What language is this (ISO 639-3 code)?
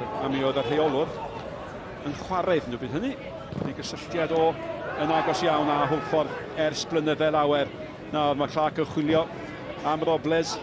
cym